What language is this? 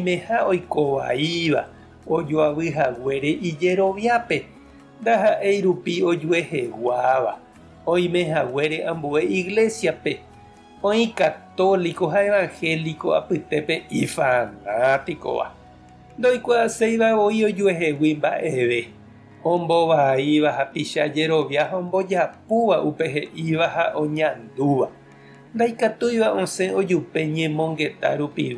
Guarani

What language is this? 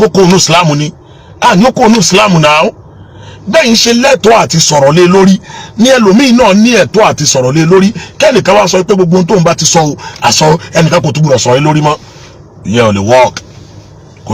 Yoruba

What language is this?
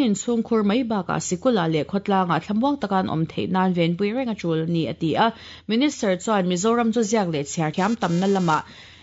Mizo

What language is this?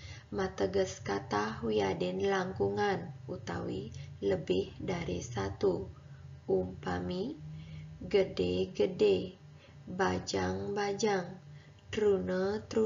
Balinese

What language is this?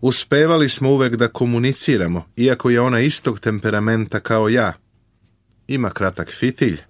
Serbian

